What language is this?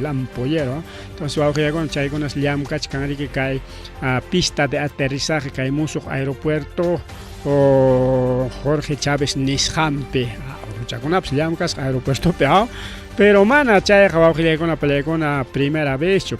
Ayacucho Quechua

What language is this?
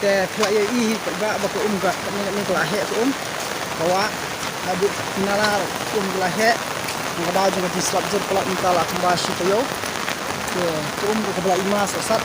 Khasi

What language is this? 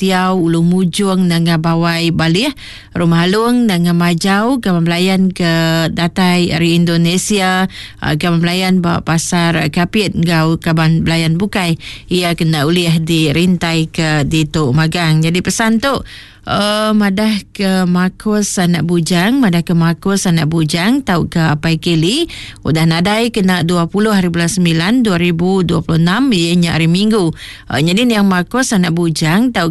Iban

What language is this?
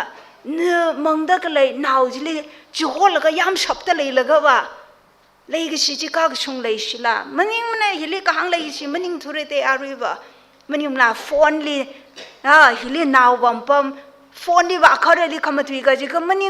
Tangkhul Naga (India)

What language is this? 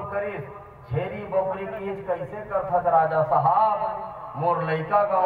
Chhattisgarhi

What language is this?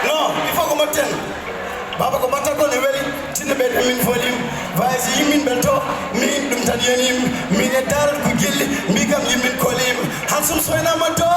Fula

